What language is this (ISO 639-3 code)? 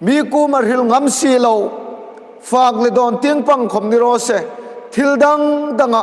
hmr